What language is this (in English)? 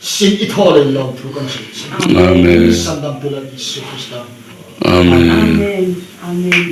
Hmar